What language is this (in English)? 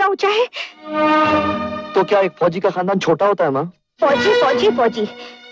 Hindi